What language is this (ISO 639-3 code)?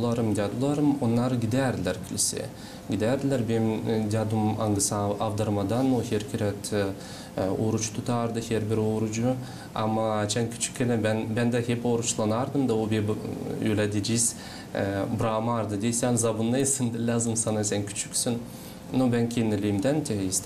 gag